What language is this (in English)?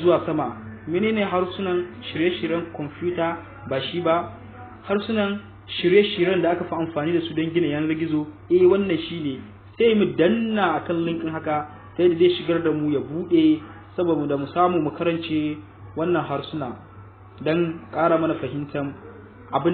Hausa